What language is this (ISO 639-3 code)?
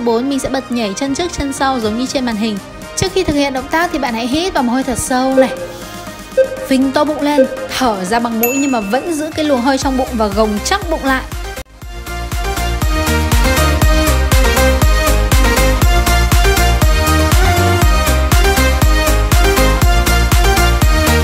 vie